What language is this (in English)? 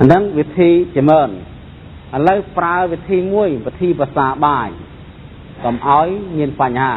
Khmer